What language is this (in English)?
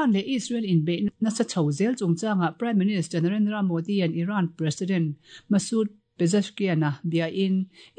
Mizo